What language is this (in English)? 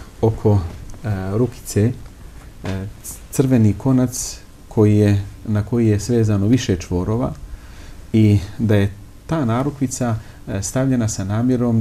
Bosnian